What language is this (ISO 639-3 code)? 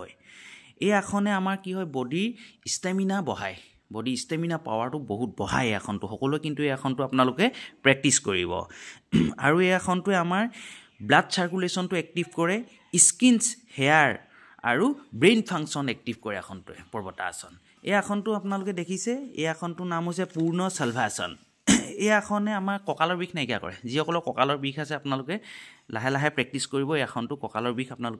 asm